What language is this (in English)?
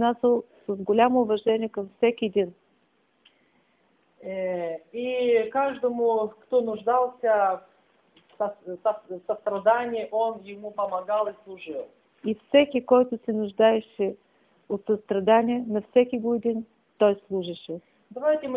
Bulgarian